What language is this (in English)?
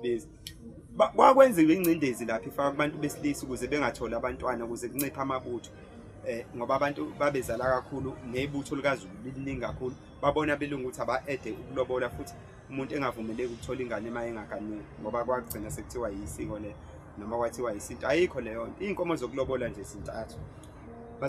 Zulu